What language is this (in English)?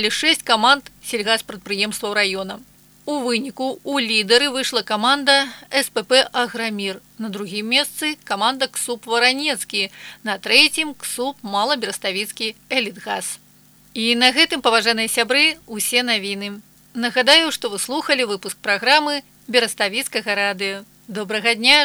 Belarusian